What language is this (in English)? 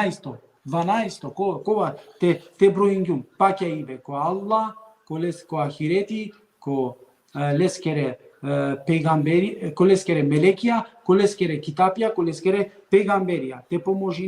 Balkan Romani